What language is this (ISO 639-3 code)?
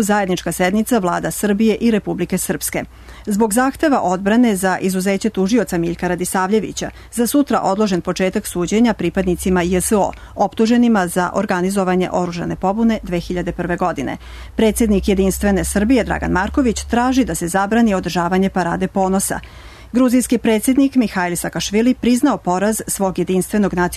srp